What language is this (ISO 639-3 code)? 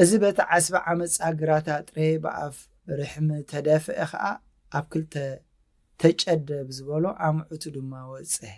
tir